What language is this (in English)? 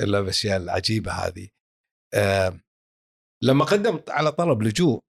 Gulf Arabic